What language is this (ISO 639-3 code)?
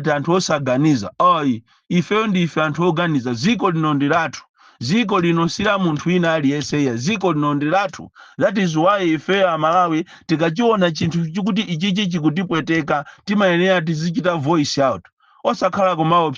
nya